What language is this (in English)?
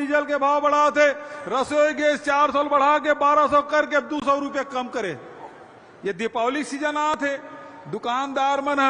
Chhattisgarhi